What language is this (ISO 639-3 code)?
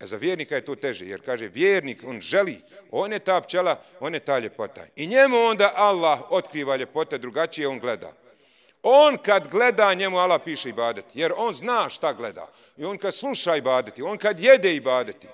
bos